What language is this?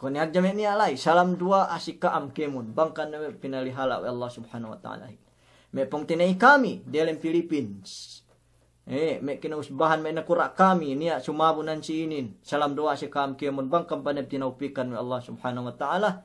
Yakan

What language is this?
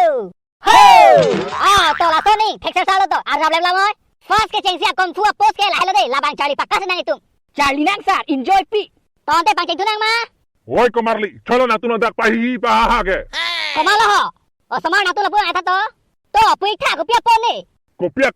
Karbi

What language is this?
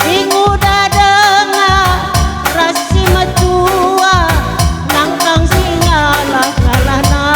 Batak Karo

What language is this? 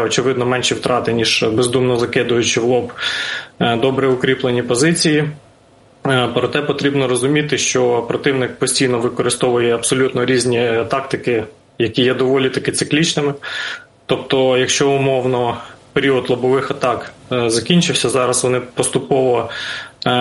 Ukrainian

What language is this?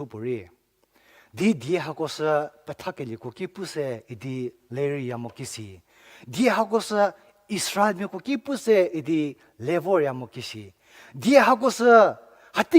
Angami Naga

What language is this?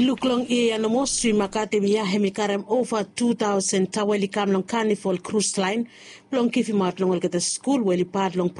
Bislama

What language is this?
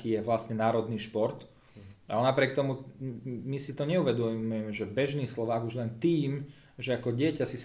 Slovak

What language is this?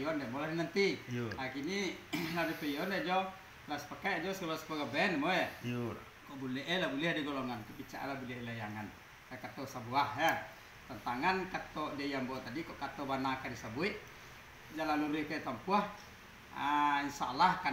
Minangkabau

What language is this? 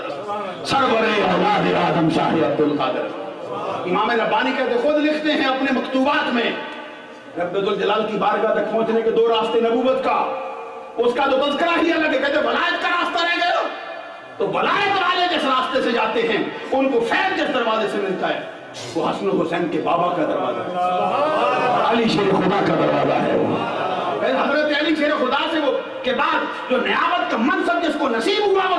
Urdu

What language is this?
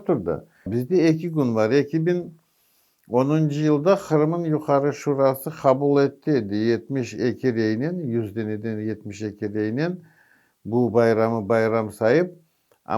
Crimean Tatar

